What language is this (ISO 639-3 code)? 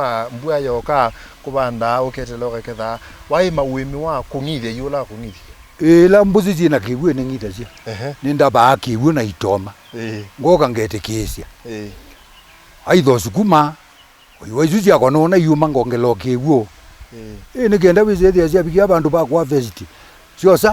kam